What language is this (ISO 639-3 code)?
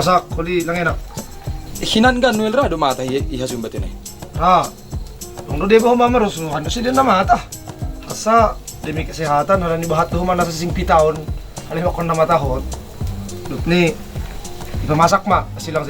bts